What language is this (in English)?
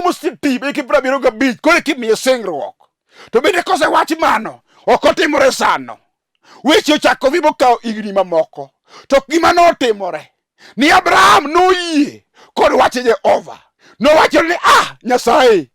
Luo (Kenya and Tanzania)